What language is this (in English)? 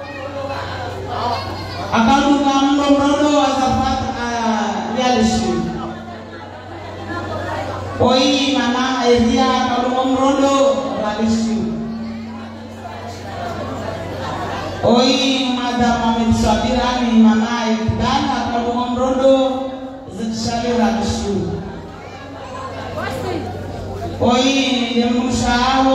Swahili